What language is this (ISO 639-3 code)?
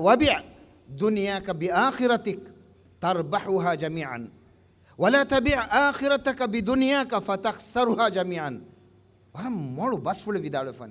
div